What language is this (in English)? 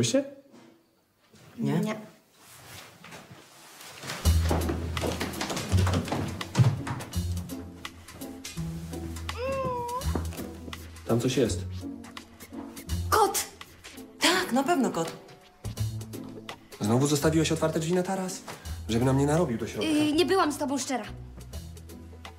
Polish